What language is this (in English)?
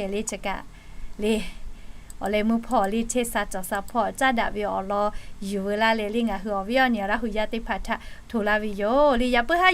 Lahu